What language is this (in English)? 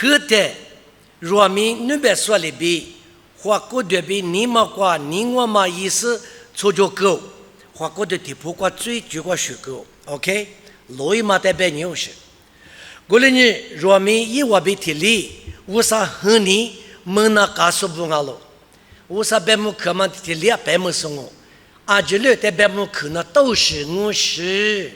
Lisu